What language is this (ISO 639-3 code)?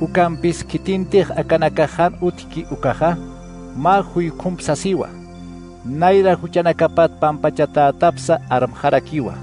aym